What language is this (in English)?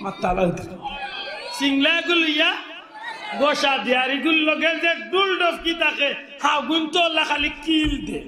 Sylheti